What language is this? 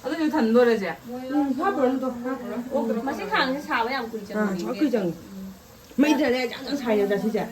Manipuri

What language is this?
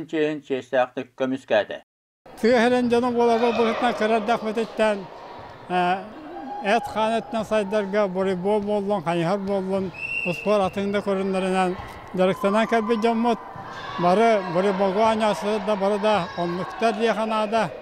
Yakut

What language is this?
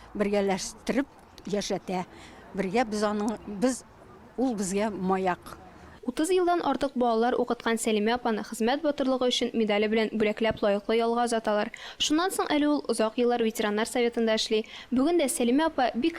Tatar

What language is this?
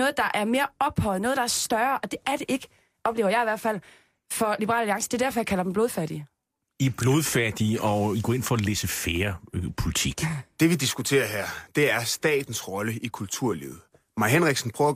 Danish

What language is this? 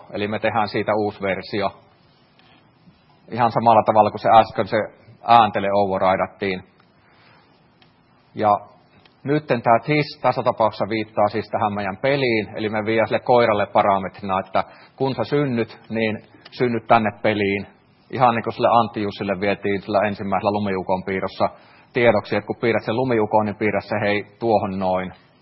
Finnish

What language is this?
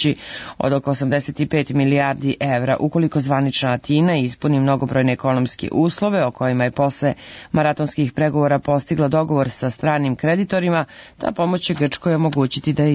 Serbian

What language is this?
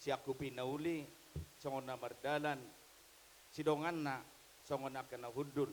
Batak Toba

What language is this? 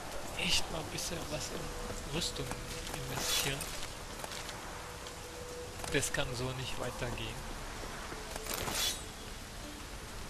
German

